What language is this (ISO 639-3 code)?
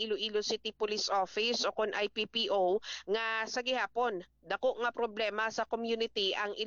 hil